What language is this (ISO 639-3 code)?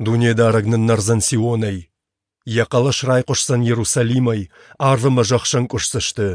oss